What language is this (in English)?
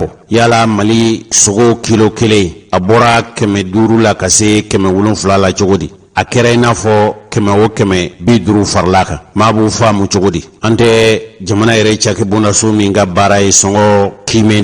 Bambara